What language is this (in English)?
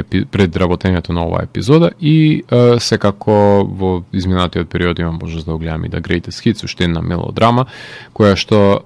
Macedonian